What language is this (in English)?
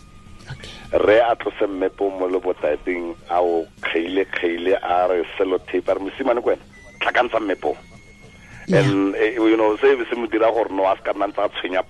Tswana